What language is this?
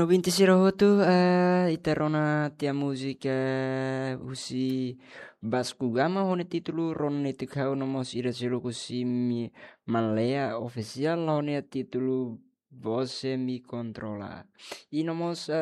Tetum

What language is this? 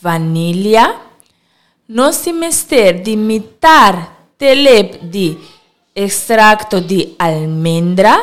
Papiamento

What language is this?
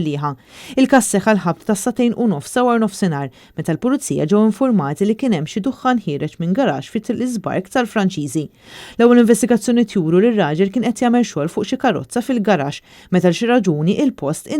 Maltese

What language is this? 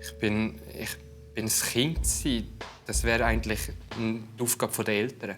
Swiss German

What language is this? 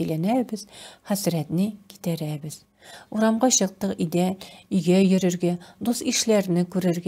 Tatar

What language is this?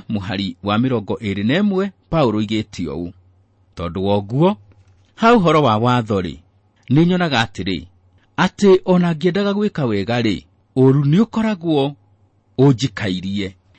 Kikuyu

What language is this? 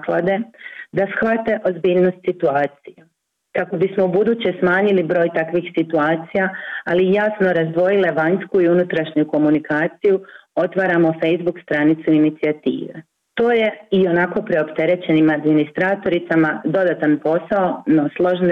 Bosnian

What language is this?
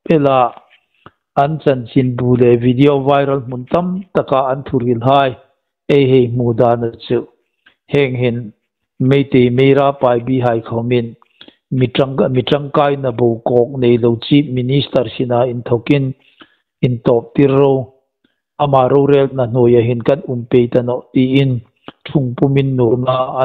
Hmar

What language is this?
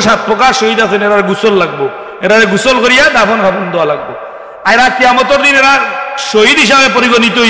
Sylheti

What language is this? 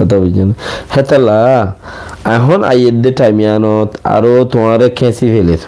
Rohingya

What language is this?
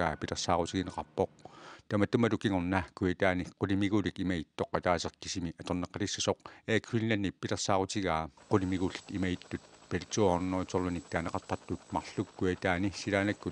Kalaallisut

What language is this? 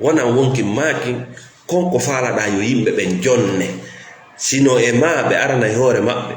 Fula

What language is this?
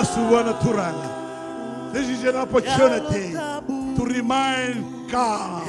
Fijian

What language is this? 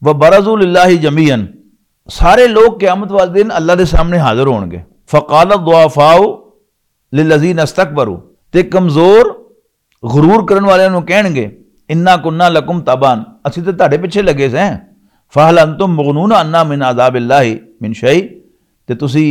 Western Panjabi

